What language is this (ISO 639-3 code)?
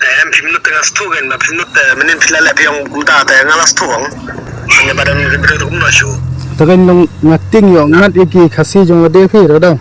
kha